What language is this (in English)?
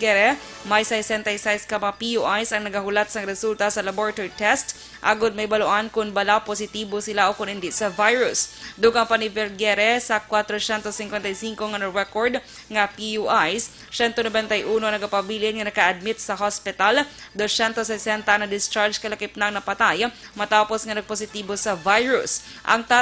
Hiligaynon